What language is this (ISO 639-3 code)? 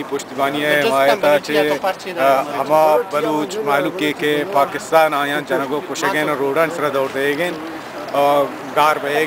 bal